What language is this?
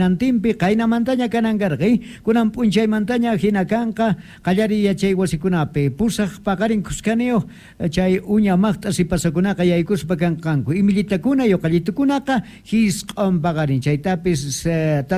South Bolivian Quechua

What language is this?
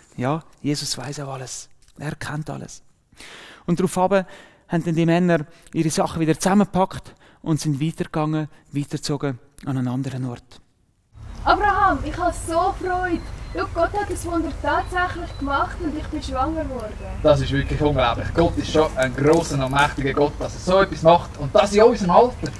Swiss German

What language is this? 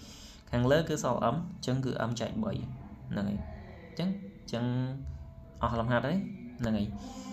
Khmer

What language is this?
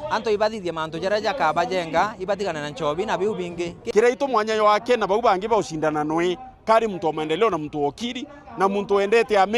Meru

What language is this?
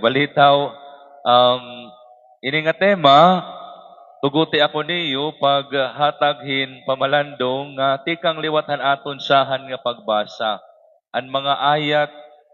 Waray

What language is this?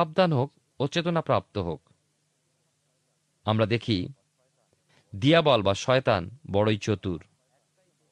Bangla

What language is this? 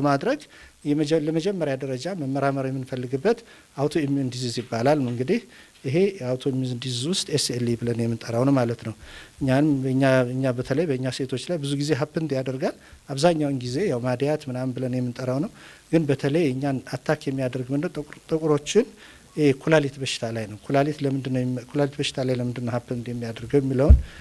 Amharic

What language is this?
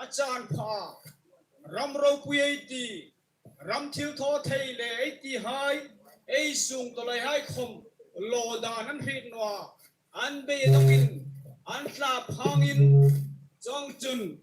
Hmar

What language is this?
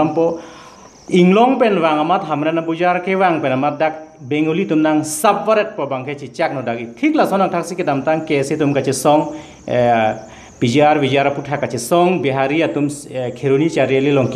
Karbi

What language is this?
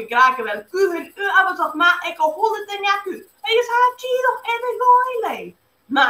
Scottish Gaelic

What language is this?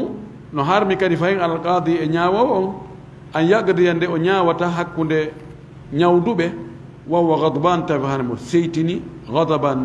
Fula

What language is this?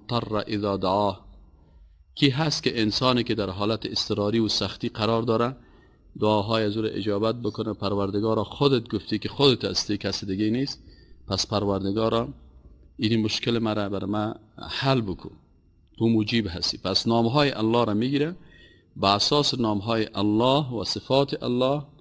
Persian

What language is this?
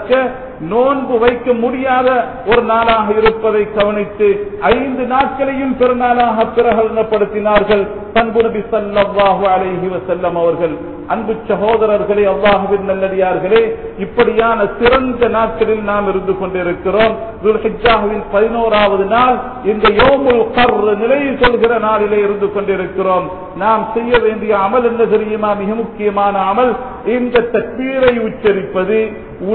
Tamil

